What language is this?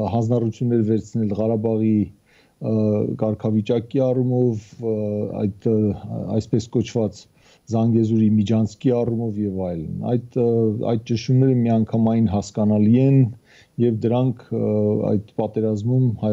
Armenian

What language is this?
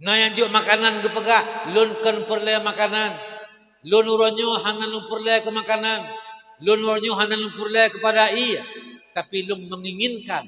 Achinese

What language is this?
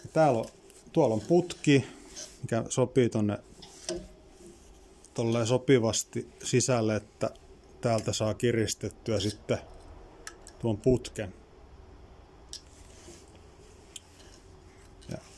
Finnish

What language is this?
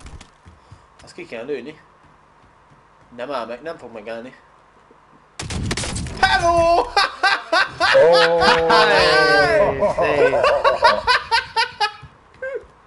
Hungarian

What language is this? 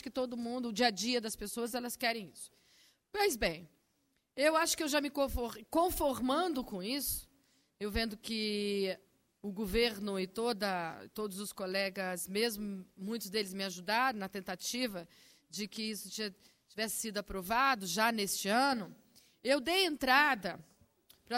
Portuguese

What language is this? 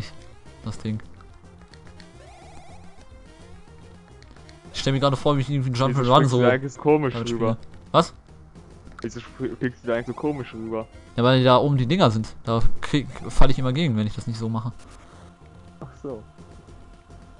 German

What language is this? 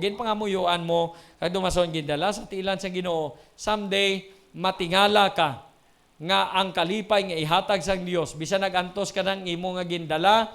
Hiligaynon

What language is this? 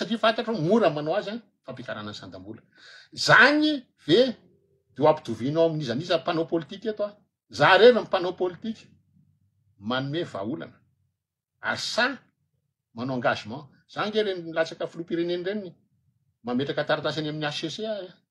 Malagasy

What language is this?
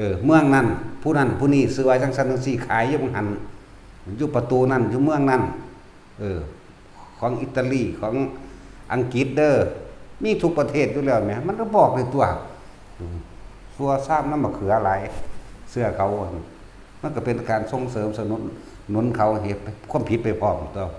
Northeastern Thai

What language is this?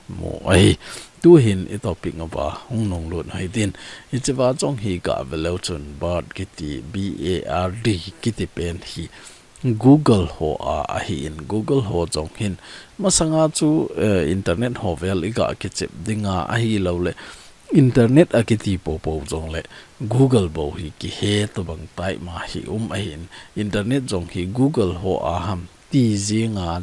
Thado Chin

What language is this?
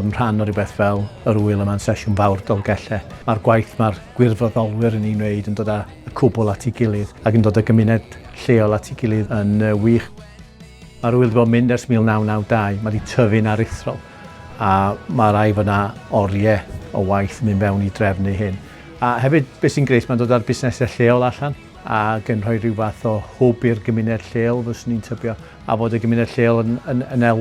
Welsh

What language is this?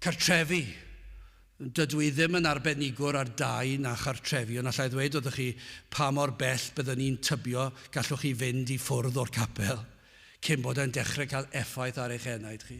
Welsh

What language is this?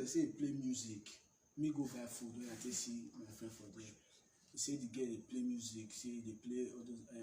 Nigerian Pidgin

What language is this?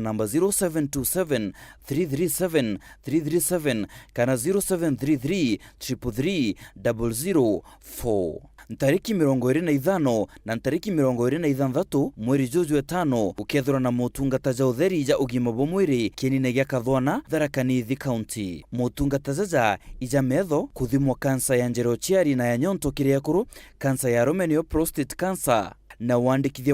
Meru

